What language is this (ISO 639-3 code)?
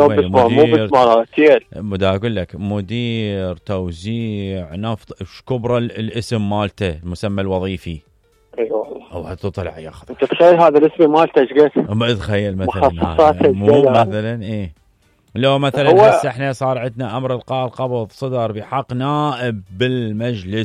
acm